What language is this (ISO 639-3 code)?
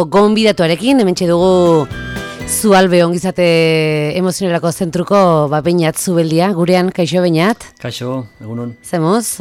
eus